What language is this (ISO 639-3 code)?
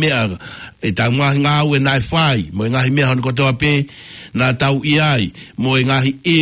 ton